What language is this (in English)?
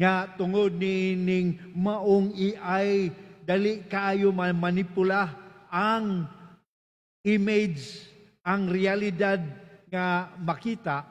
Cebuano